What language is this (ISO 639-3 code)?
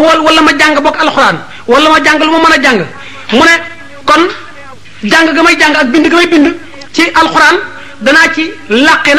wol